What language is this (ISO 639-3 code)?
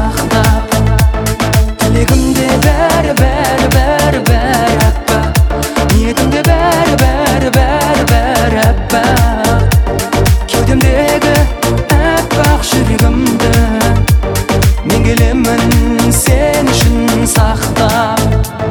kaz